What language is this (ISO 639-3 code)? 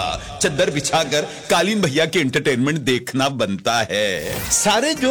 hin